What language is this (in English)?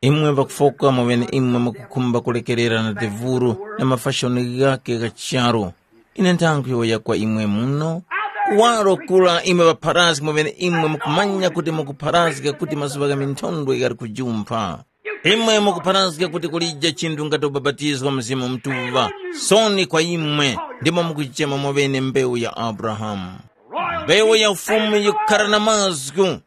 Tumbuka